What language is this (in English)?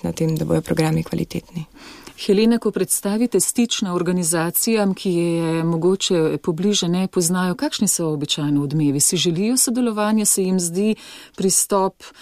Slovenian